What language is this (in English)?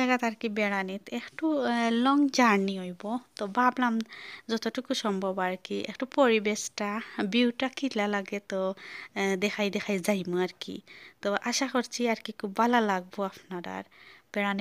Sylheti